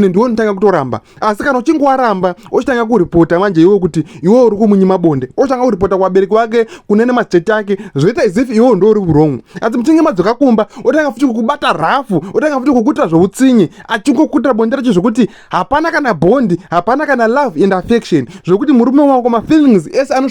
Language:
Shona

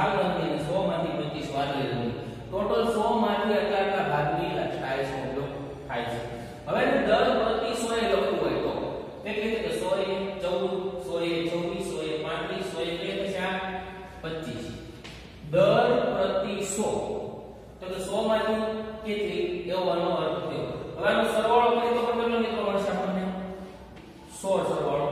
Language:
Gujarati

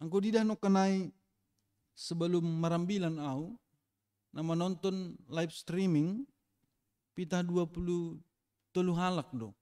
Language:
Batak Simalungun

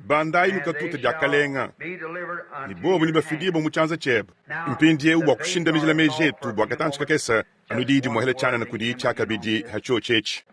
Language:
Luba-Lulua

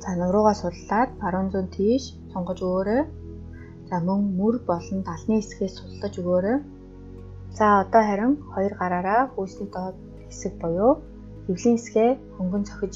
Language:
Mongolian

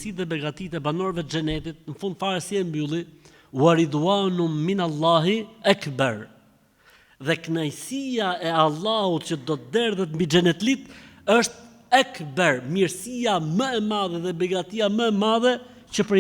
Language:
Albanian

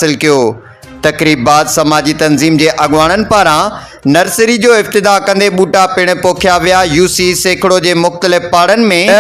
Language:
Sindhi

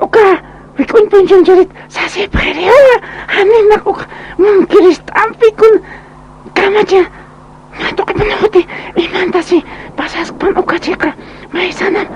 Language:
Aymara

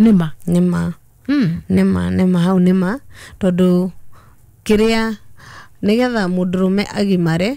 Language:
Kikuyu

